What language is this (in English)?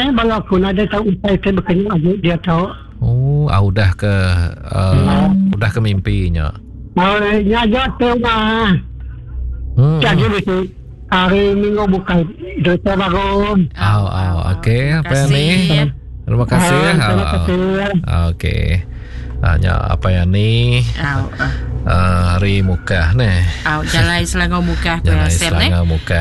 Iban